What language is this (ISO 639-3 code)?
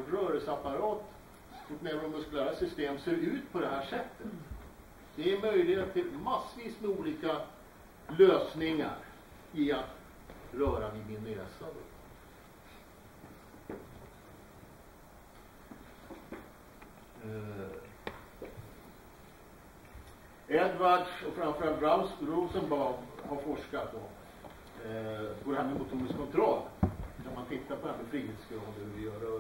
swe